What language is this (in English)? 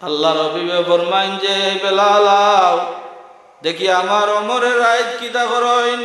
Sylheti